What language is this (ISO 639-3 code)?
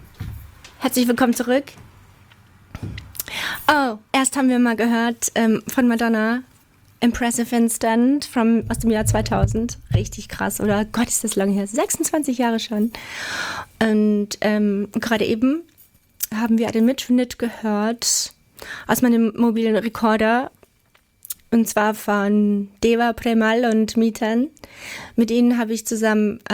deu